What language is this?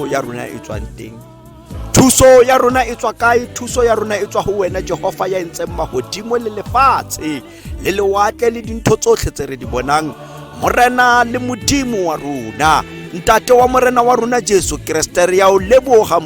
Tswana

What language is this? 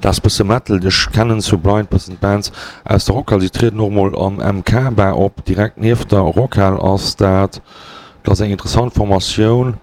Luxembourgish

